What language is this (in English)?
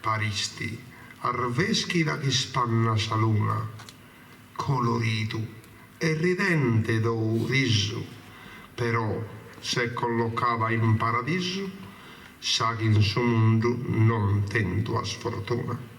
Sardinian